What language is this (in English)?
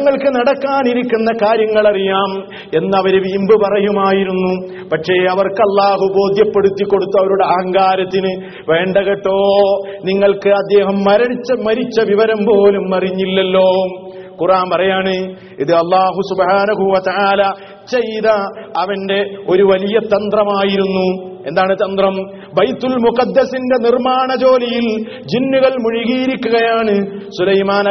Malayalam